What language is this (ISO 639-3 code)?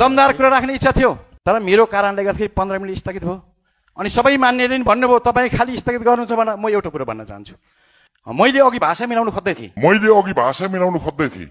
nep